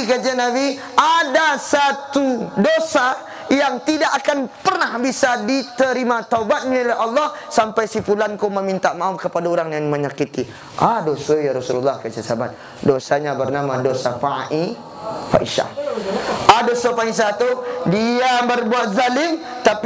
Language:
Minangkabau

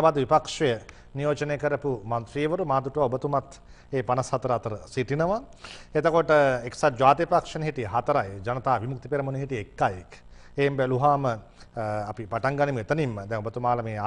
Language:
Sinhala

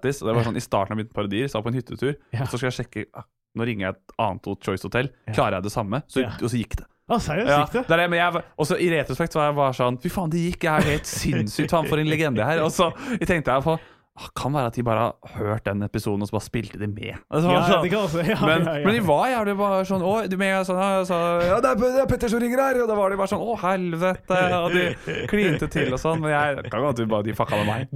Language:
Norwegian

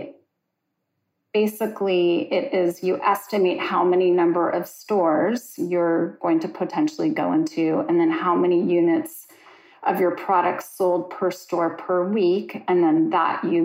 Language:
English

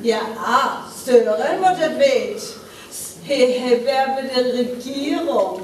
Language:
Northern Frisian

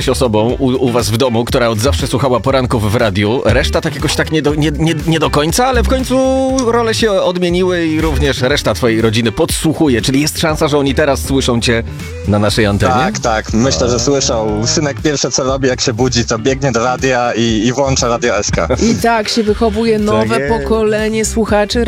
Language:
Polish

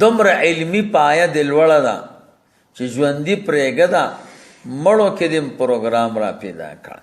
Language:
Pashto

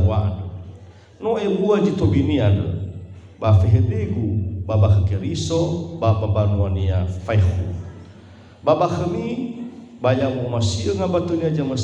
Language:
Nias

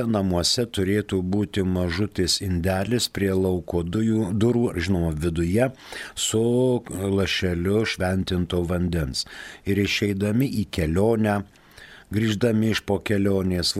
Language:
Lithuanian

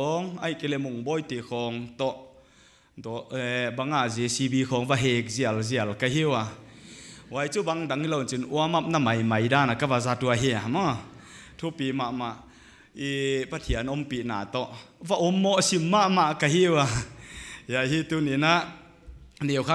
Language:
Paite Chin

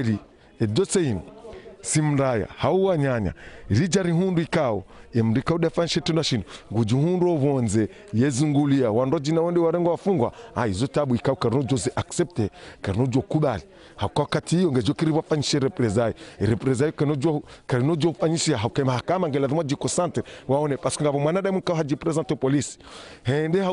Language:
Ngazidja Comorian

